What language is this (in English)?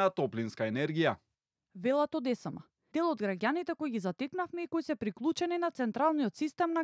Macedonian